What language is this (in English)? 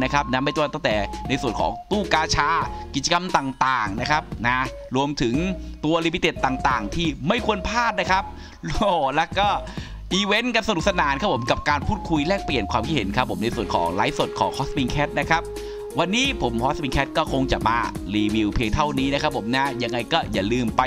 Thai